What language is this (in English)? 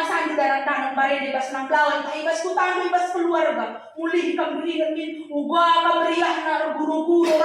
Batak Karo